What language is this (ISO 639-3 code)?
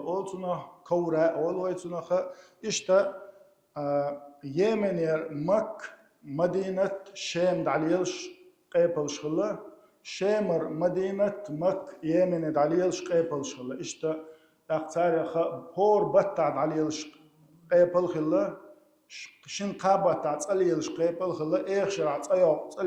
che